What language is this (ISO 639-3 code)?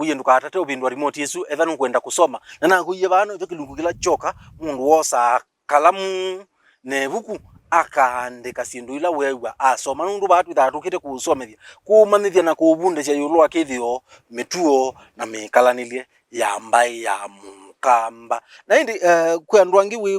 kam